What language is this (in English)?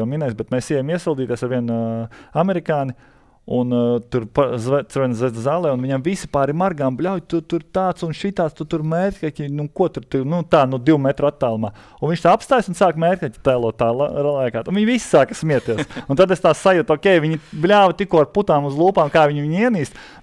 Latvian